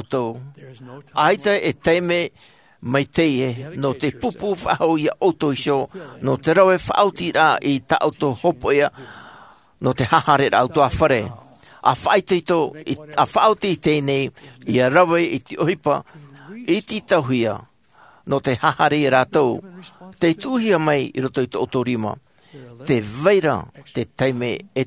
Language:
Tahitian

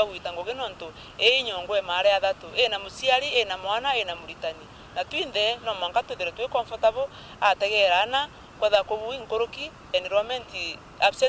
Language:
Meru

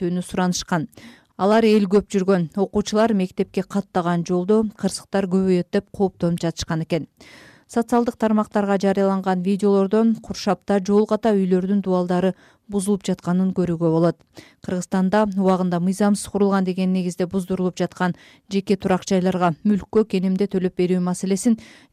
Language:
Kyrgyz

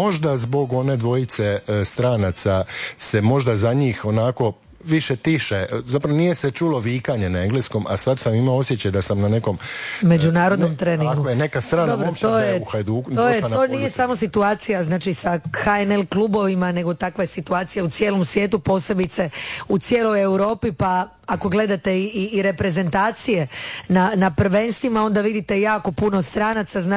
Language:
Croatian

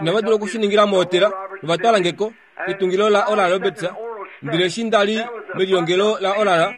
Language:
Kuanyama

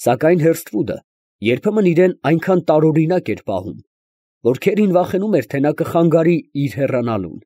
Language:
Armenian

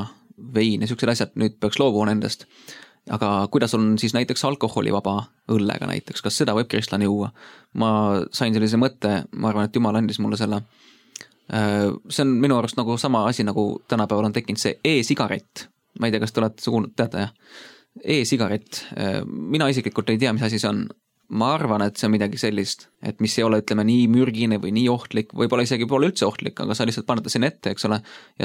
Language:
Estonian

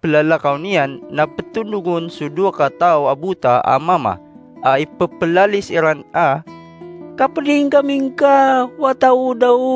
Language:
Maranao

